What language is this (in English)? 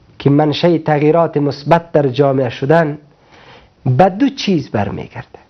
Persian